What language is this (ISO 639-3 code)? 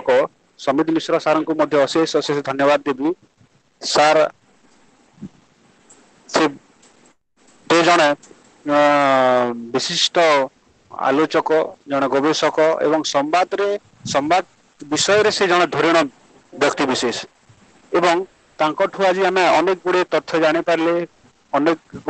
ori